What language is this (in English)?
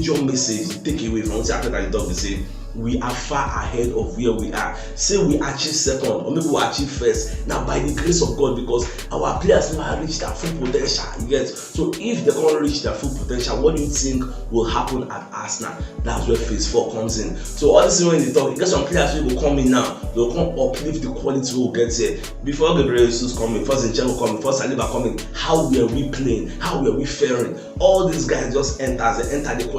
Nigerian Pidgin